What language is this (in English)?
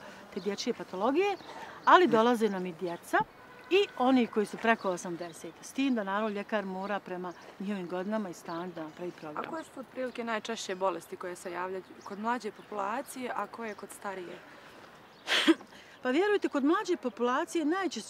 Bosnian